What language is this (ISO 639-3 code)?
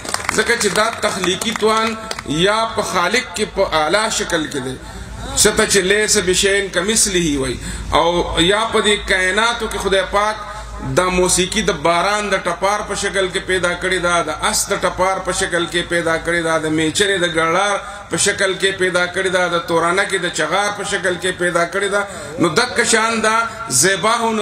pus